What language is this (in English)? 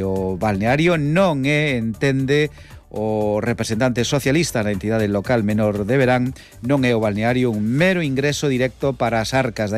Galician